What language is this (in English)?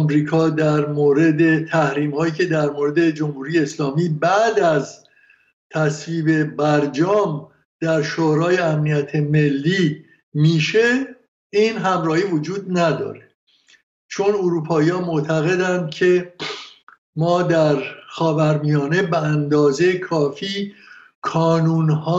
Persian